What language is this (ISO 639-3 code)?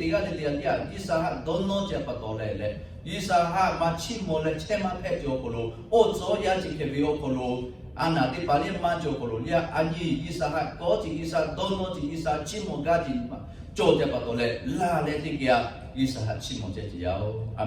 lhu